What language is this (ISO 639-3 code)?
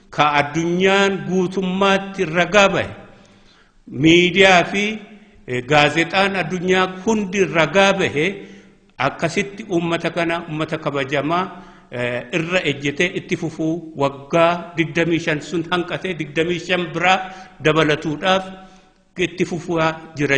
orm